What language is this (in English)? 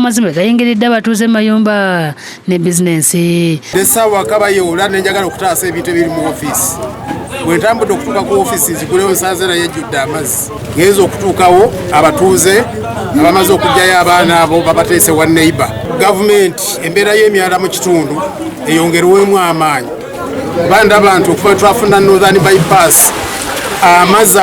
Ganda